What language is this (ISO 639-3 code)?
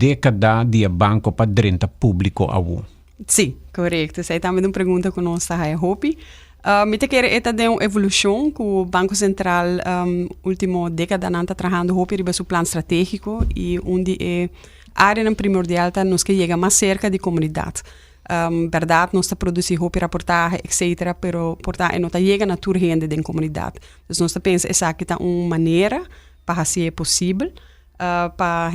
pap